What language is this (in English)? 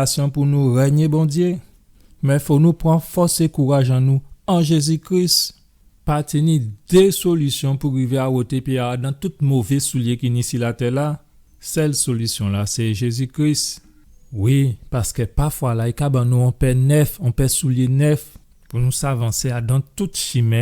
Guadeloupean Creole French